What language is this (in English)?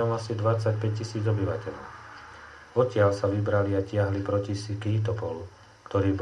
Slovak